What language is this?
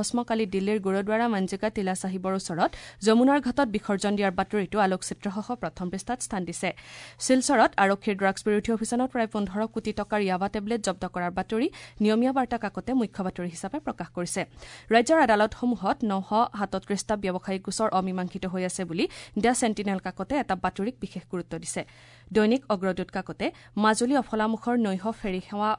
Assamese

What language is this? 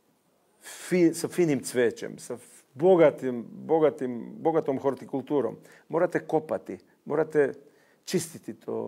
Serbian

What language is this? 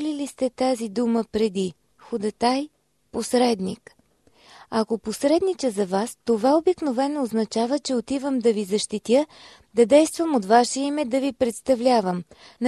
Bulgarian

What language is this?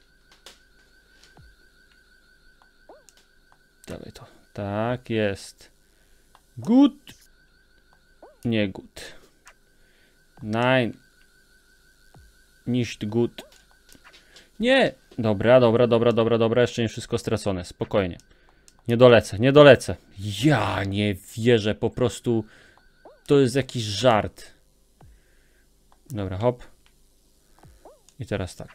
Polish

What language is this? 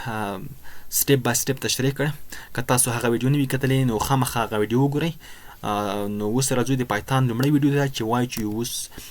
Pashto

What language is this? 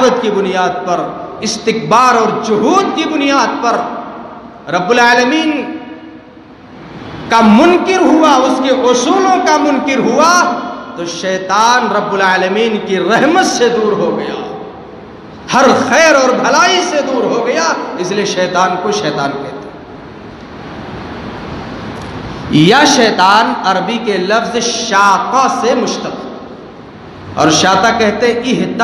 Urdu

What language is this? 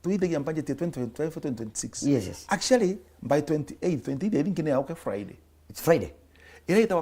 Meru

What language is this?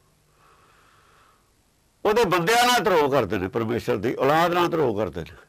Punjabi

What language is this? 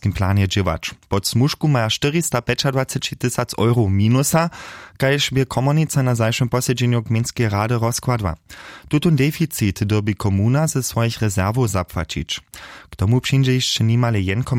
Upper Sorbian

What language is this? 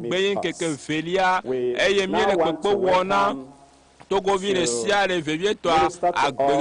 Ewe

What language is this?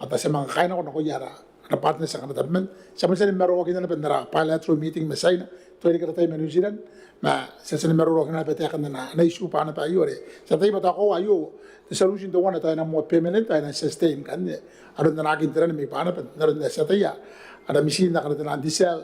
Gilbertese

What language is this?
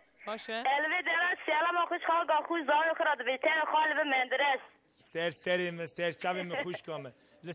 Kurdish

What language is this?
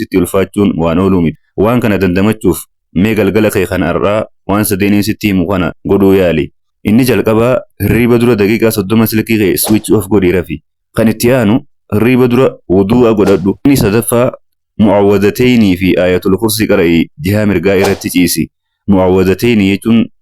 Oromo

